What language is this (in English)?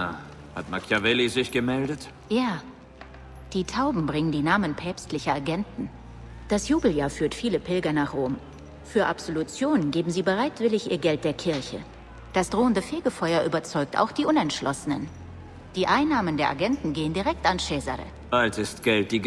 Bavarian